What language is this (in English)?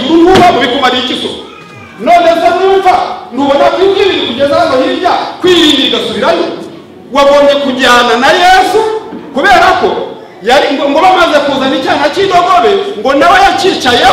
Kinyarwanda